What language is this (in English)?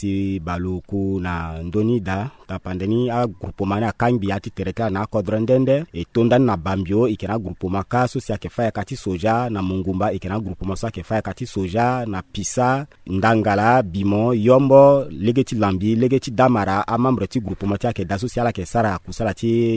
Sango